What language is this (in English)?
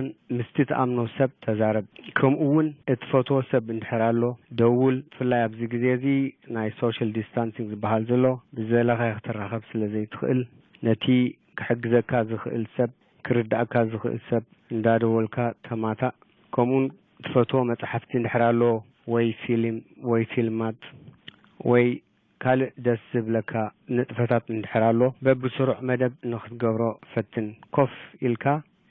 Tigrinya